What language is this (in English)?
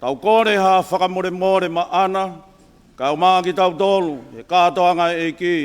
Tongan